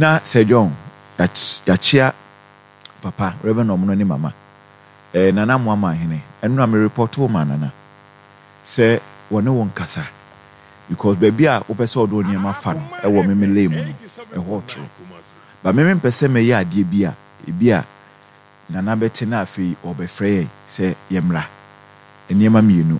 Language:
Akan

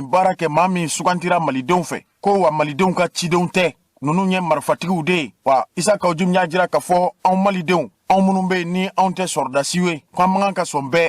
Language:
Bambara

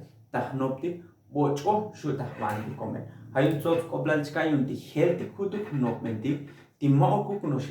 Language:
Tzotzil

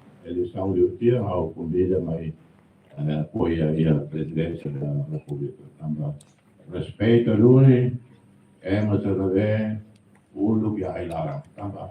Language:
Tetum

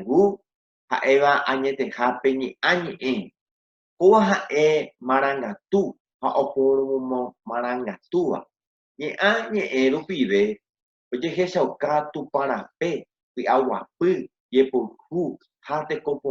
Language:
Guarani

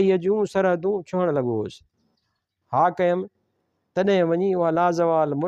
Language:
Sindhi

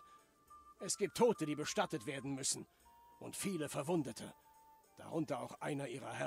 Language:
German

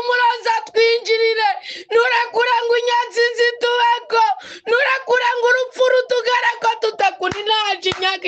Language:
Rundi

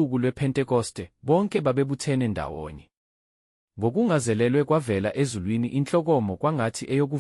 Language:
Zulu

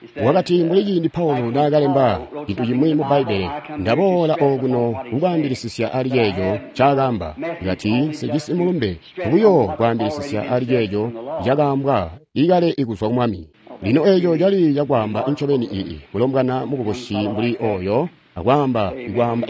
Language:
Tonga (Zambia)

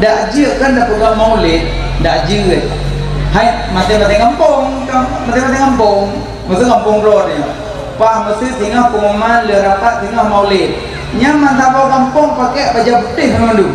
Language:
Achinese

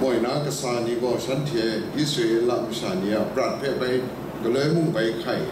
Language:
Kachin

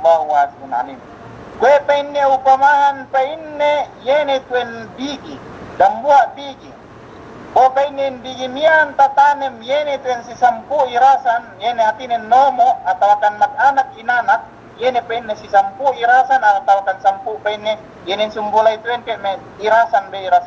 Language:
Yakan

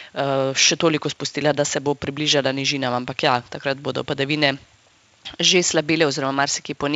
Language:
Slovenian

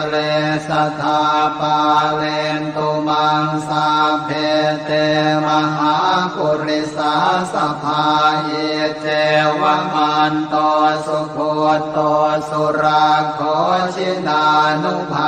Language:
Pali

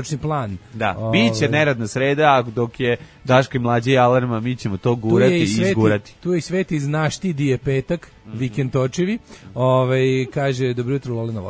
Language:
Serbian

